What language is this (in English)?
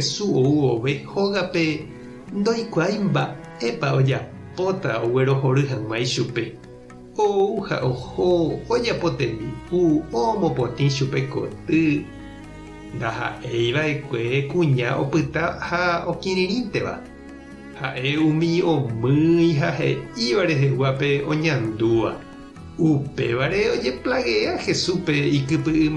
Guarani